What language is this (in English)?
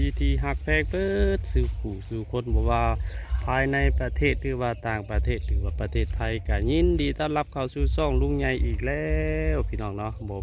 Northeastern Thai